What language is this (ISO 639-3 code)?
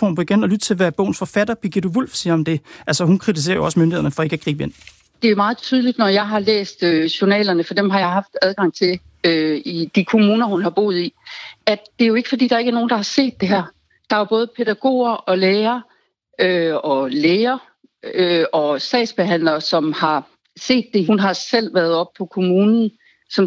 dan